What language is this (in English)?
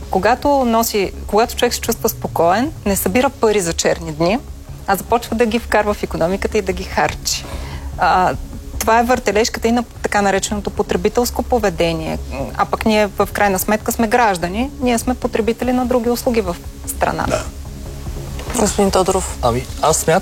Bulgarian